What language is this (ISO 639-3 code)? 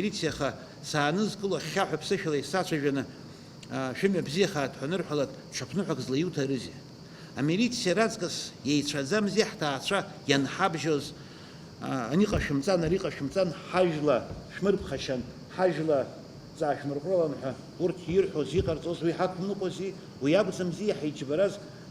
abk